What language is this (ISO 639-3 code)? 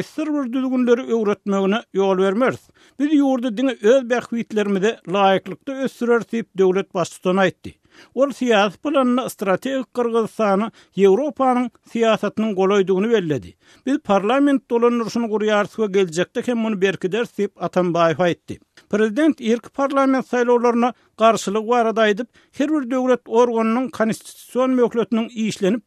tuk